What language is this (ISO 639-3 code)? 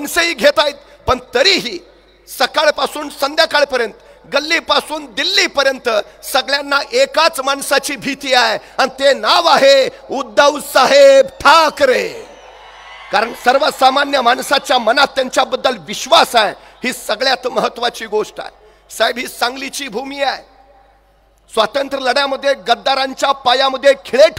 mar